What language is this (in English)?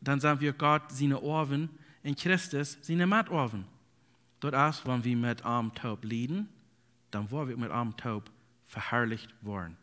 Plautdietsch